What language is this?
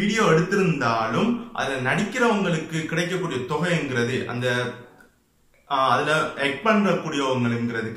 Tamil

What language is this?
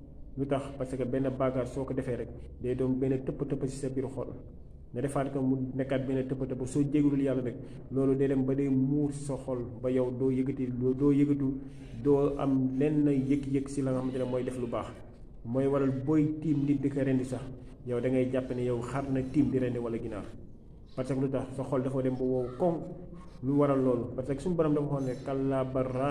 Wolof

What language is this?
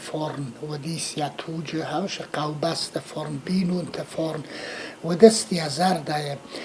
Ossetic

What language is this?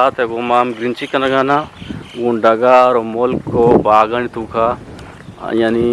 Eastern Balochi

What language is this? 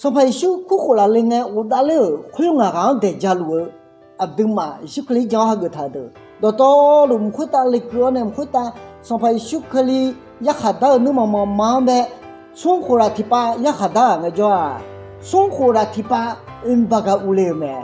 Akha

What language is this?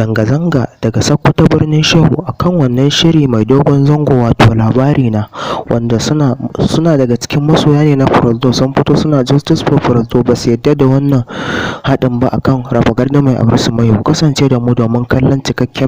Hausa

